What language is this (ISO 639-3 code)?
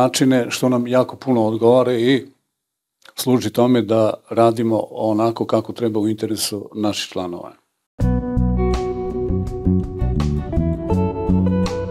srp